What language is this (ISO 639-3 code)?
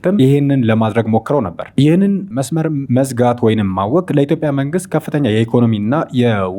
amh